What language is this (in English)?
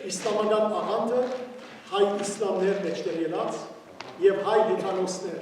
Western Armenian